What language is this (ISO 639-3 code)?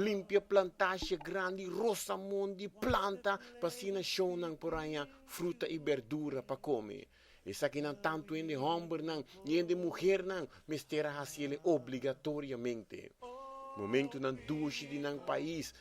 pap